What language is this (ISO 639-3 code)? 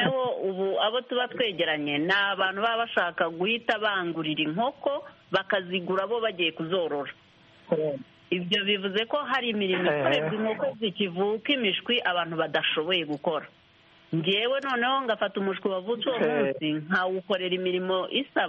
kin